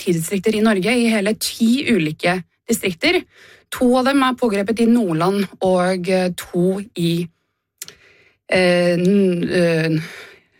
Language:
Norwegian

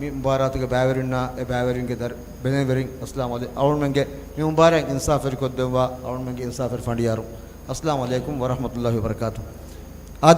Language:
Divehi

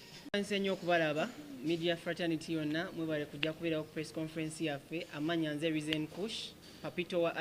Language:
Ganda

